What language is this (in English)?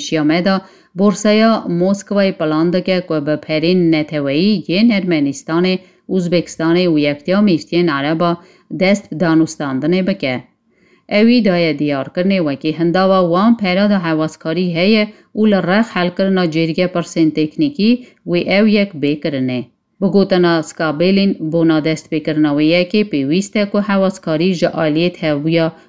Kurdish